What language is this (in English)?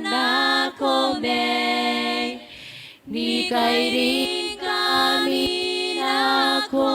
Gilbertese